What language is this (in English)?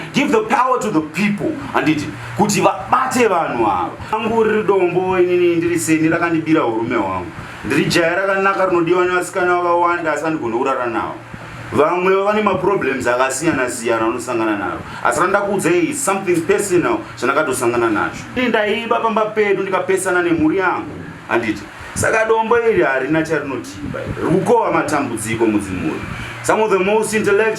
Shona